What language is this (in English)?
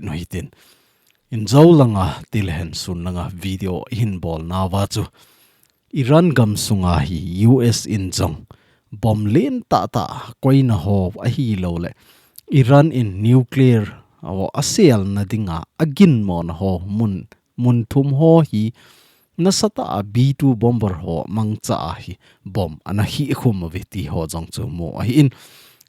Thado Chin